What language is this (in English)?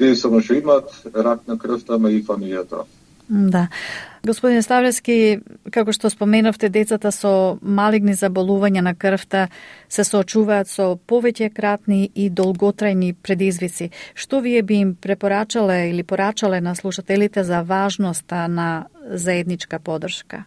Macedonian